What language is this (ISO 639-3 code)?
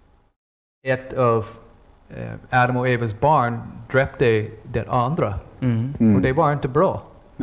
swe